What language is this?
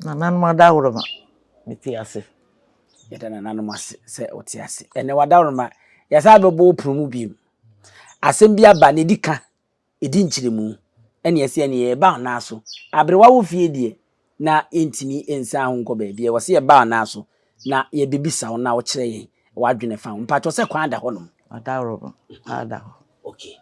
Akan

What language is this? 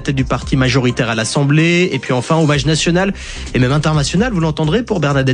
French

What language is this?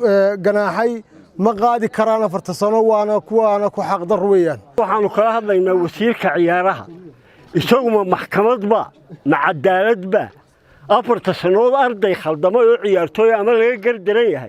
Somali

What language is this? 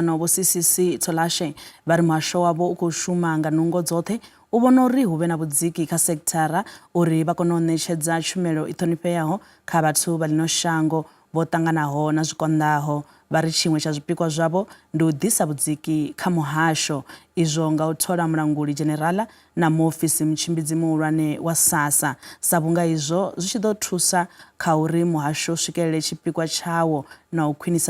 Venda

